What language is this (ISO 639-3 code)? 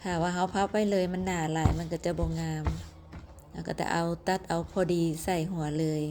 lao